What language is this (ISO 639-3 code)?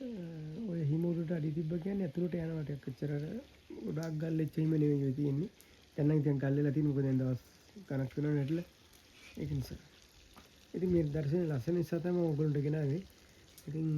sin